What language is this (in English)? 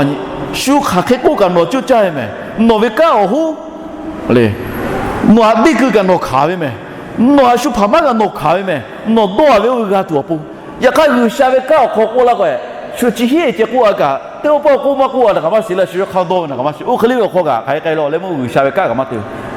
Lahu